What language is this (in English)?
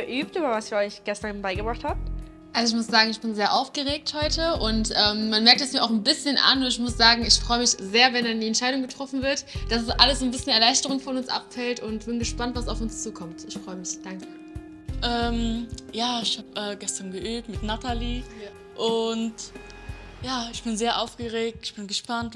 German